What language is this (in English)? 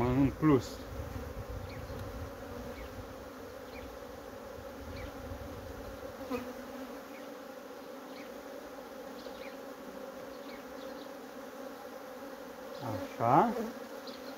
Romanian